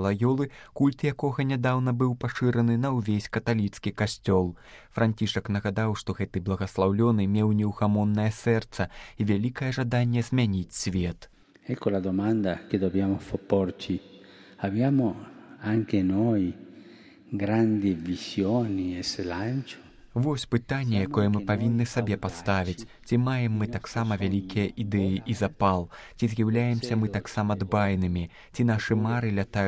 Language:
Belarusian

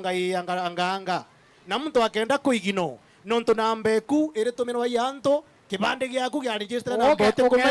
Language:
Meru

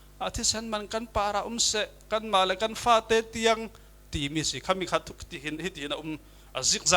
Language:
Falam Chin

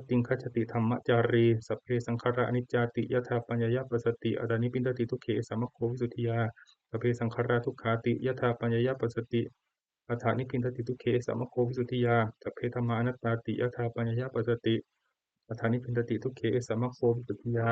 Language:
Pali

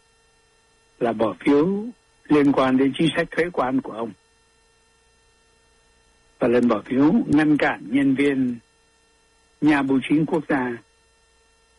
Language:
Vietnamese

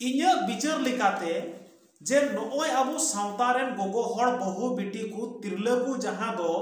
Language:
Santali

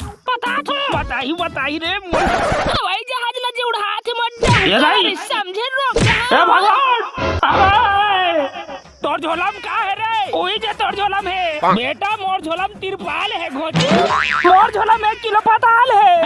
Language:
Chhattisgarhi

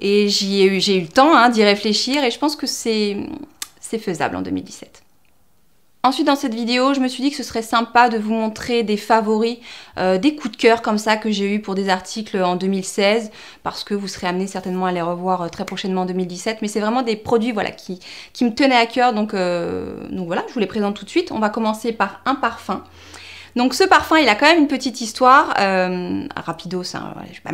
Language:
French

